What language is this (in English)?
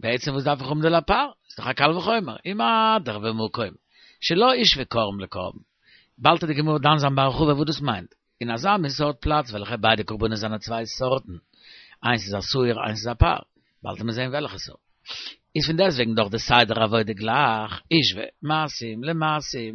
Yiddish